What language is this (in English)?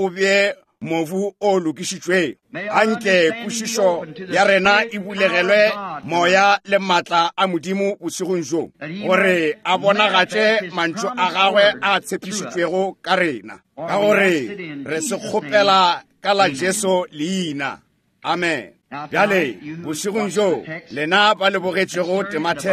Northern Sotho